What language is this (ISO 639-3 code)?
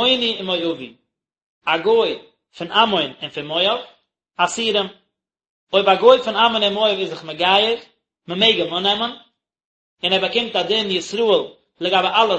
yid